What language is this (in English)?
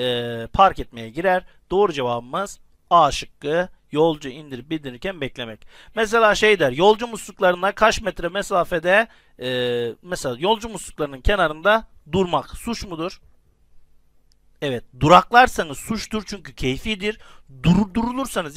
Turkish